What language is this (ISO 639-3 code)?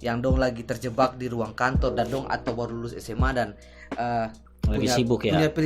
abs